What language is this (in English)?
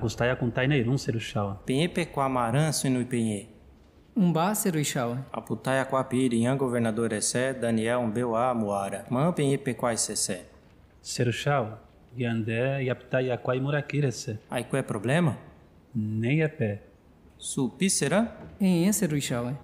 Nheengatu